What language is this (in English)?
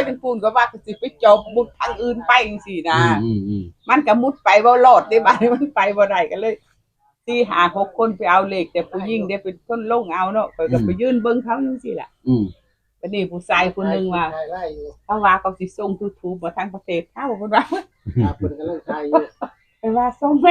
Northeastern Thai